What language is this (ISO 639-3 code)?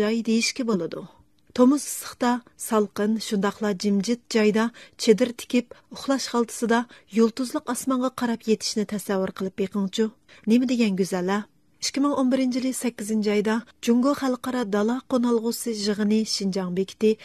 uig